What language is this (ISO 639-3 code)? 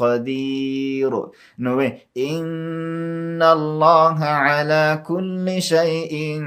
pus